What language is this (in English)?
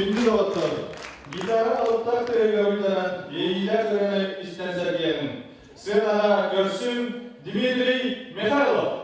Yakut